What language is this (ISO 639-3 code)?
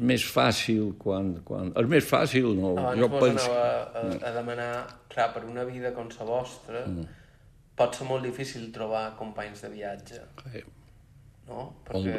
cat